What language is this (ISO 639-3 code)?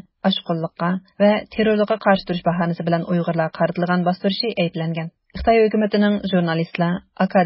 uig